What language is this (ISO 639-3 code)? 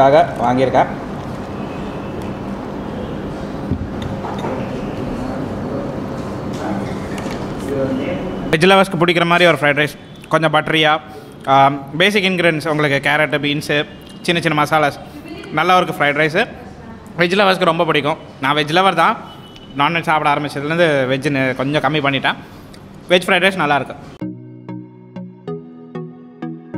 tam